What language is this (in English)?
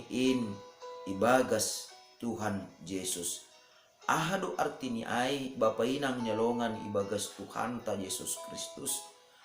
Batak Simalungun